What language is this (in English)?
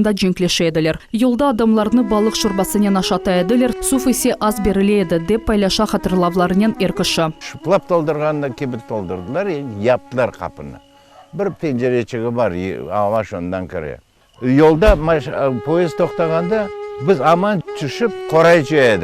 Crimean Tatar